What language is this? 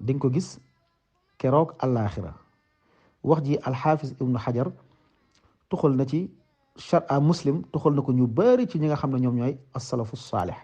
Wolof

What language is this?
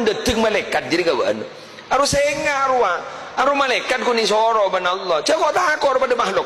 Madurese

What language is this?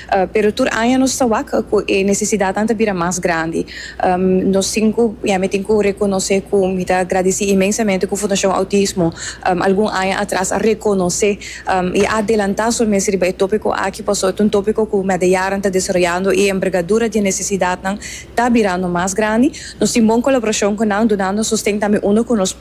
Papiamento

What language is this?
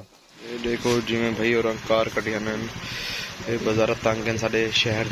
Saraiki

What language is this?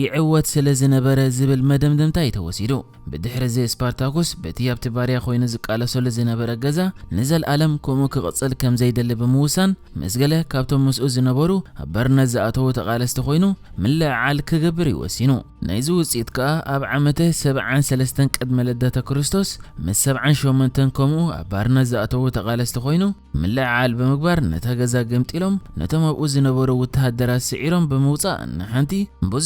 Tigrinya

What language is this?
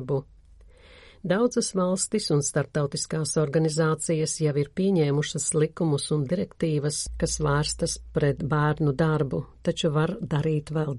Latvian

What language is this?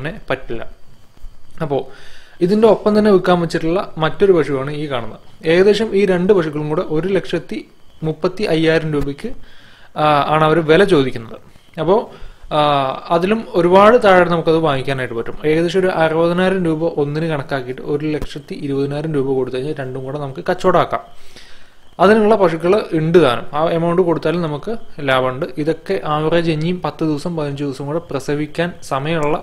Malayalam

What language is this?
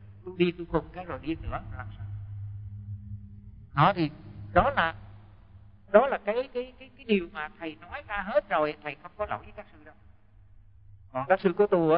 Vietnamese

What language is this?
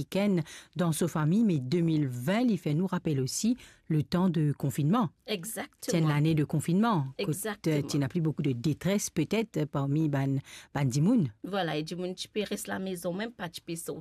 Morisyen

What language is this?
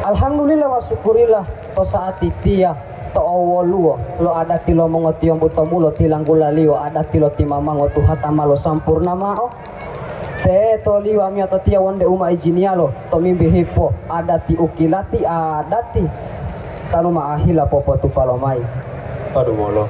Gorontalo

